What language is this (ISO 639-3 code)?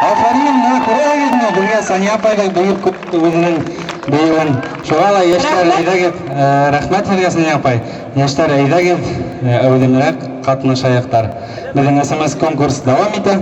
bak